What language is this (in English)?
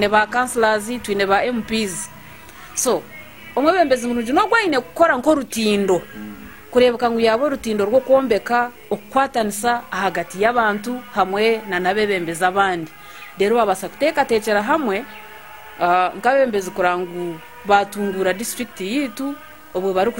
Nyankole